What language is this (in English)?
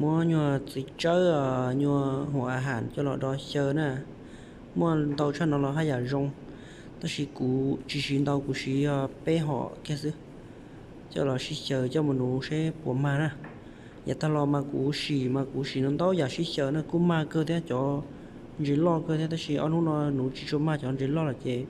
Hmong